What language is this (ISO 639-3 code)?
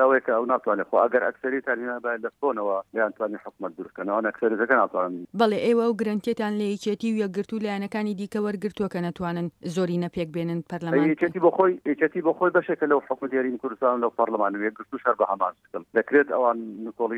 ckb